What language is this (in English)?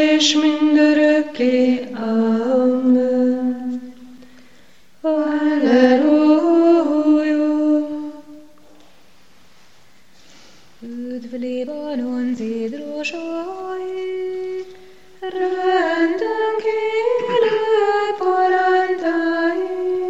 Hungarian